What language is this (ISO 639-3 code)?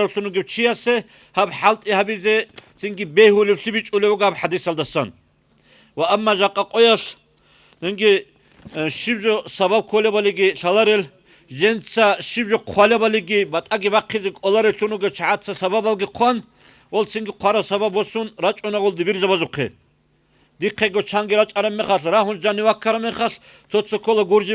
ava